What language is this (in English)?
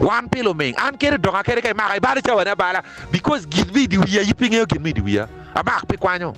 Acoli